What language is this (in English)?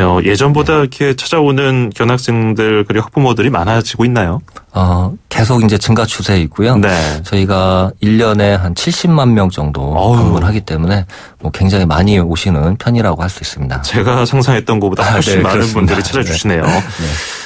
Korean